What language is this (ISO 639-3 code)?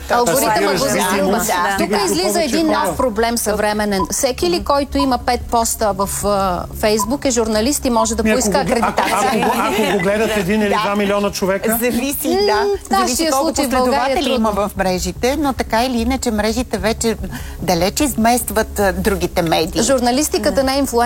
bul